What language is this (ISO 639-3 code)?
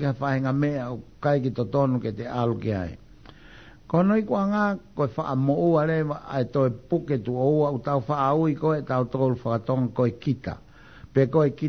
ton